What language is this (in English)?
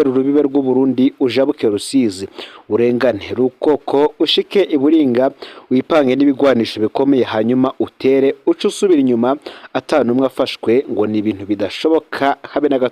Rundi